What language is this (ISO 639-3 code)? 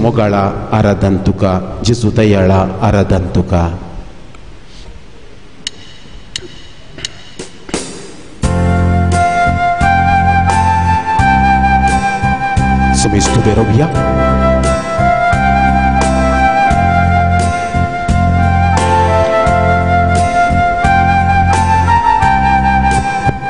kok